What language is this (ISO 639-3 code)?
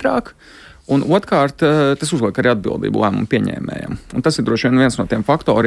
lav